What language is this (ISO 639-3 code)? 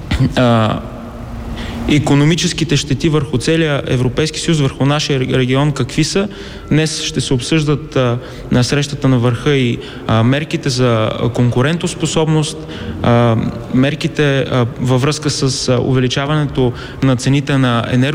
bul